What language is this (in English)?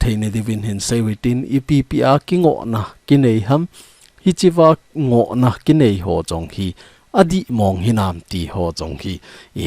Thado Chin